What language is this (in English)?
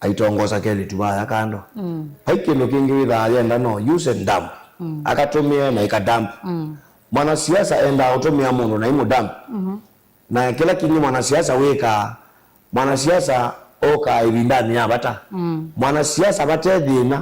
Kamba